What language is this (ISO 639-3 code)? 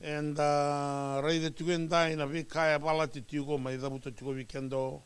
fij